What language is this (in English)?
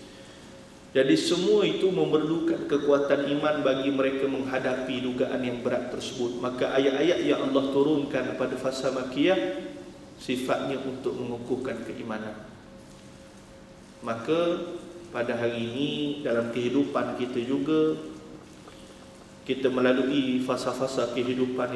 Malay